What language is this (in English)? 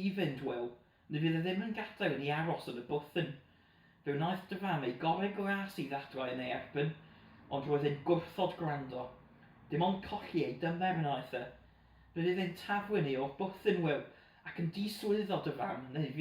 Welsh